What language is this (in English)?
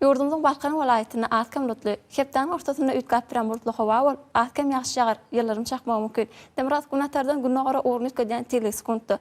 Turkmen